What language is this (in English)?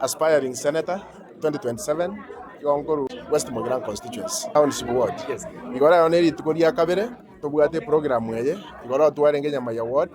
Gusii